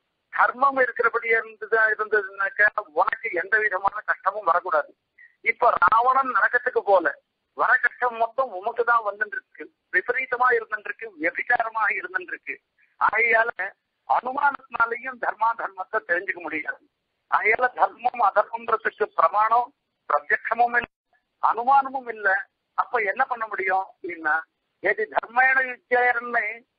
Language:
Tamil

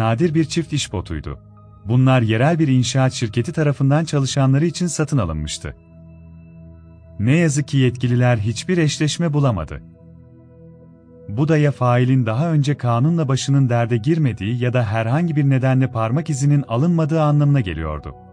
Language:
Turkish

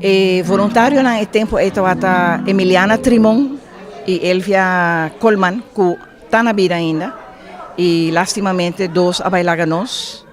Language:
Papiamento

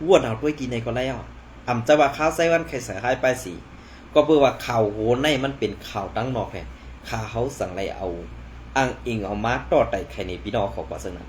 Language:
Shan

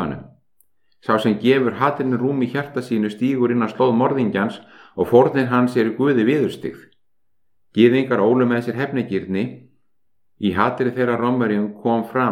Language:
Icelandic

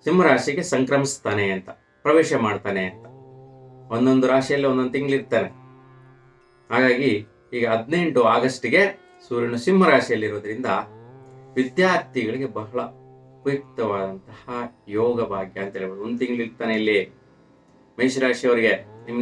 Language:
Kannada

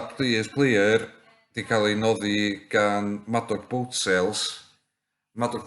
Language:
Welsh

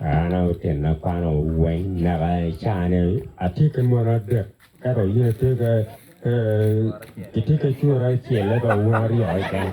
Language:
Acoli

